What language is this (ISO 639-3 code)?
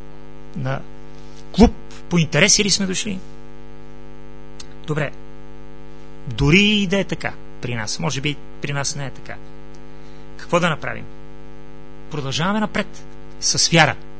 bul